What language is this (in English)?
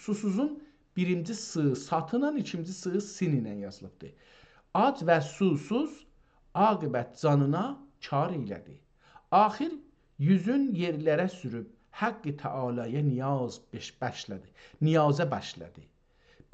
South Azerbaijani